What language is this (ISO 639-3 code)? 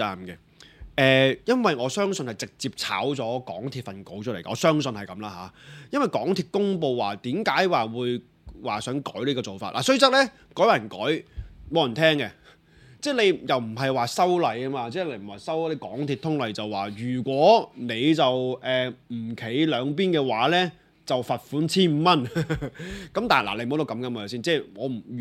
yue